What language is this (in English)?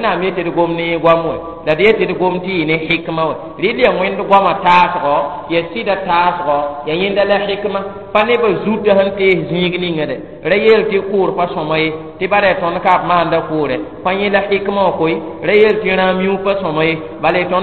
Mossi